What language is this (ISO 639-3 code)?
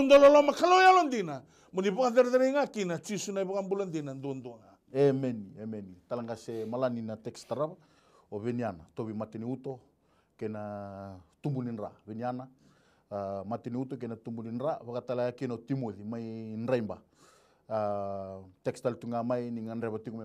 fij